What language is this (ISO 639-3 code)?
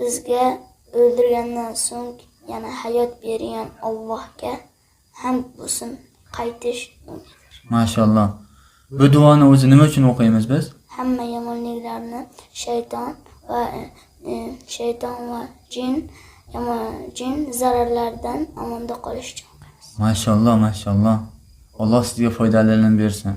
uzb